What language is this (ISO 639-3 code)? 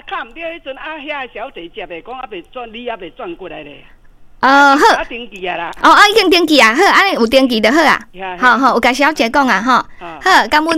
nan